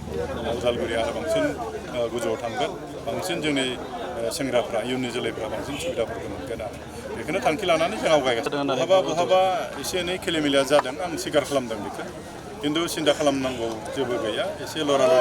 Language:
Bodo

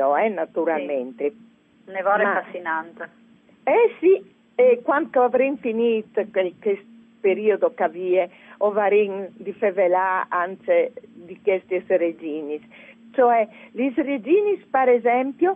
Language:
Friulian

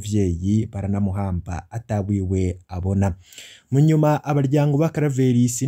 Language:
Rundi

